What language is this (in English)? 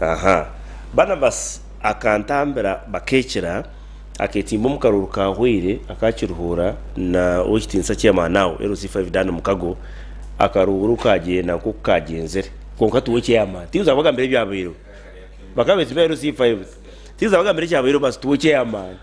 Nyankole